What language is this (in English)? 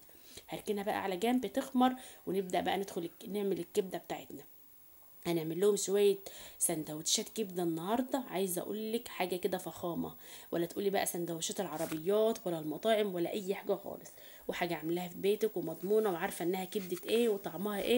Egyptian Arabic